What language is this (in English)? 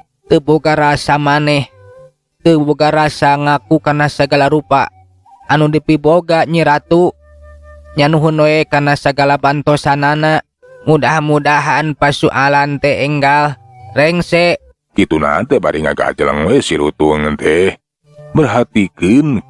Sundanese